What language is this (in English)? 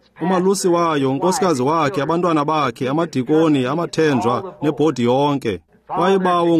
Xhosa